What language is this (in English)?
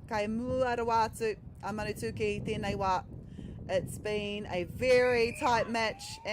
Māori